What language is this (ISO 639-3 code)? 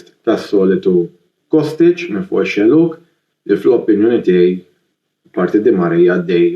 mlt